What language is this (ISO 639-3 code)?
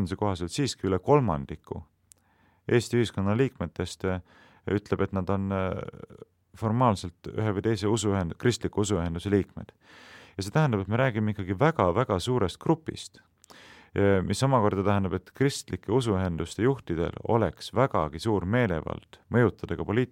est